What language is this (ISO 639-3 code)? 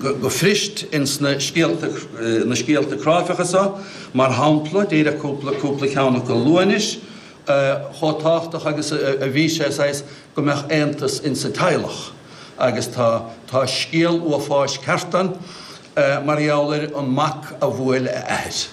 gle